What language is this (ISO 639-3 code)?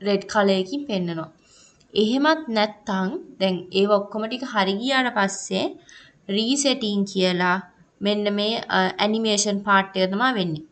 sin